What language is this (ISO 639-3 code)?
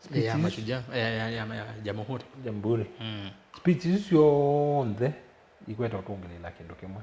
kam